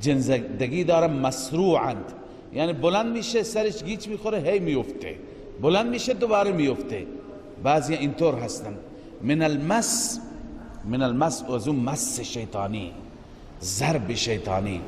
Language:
Persian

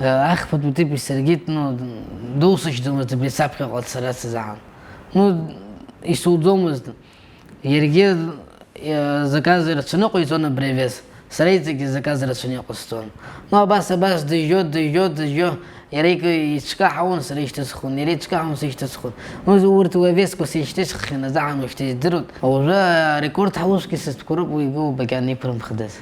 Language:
Abkhazian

